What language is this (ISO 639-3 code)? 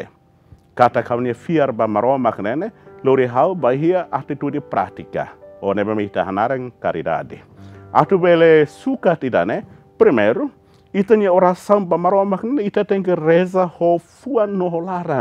tet